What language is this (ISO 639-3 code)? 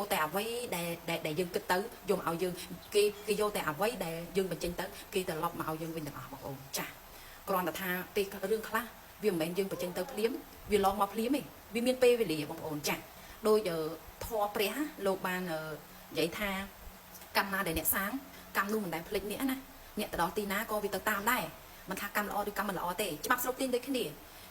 khm